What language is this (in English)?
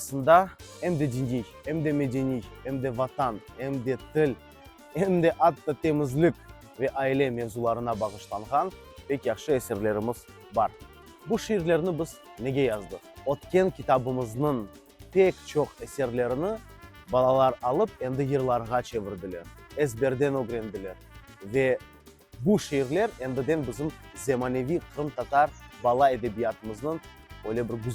Crimean Tatar